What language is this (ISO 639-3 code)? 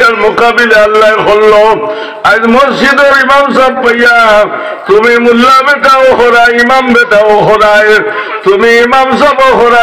syl